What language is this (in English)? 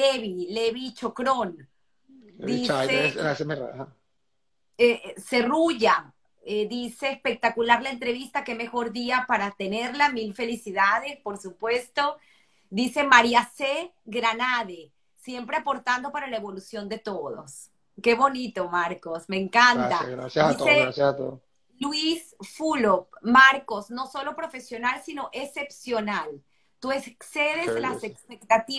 Spanish